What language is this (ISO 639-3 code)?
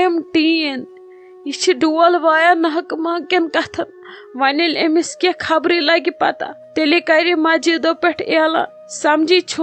kas